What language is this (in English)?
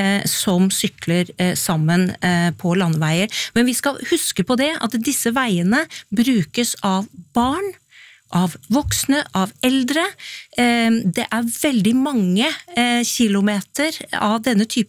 Norwegian